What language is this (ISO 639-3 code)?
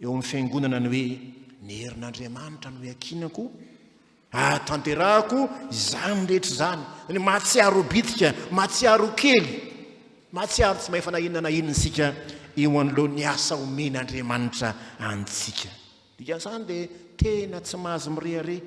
mlg